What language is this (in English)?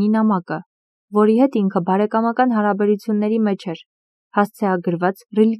Armenian